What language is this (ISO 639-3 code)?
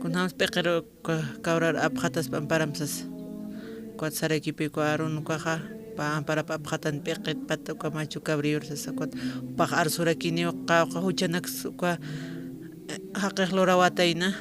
aym